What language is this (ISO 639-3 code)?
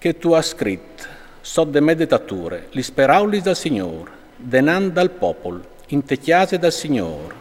fur